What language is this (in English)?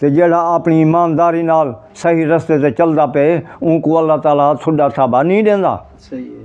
Saraiki